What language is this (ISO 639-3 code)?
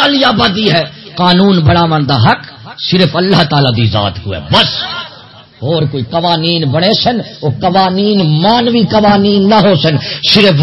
skr